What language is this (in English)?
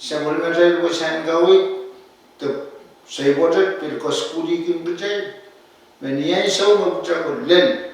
Pohnpeian